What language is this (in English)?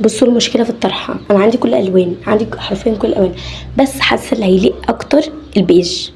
Egyptian Arabic